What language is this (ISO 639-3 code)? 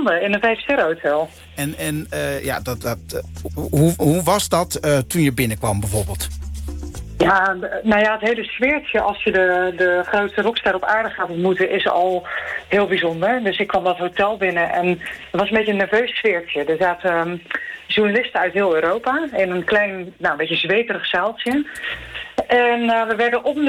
nld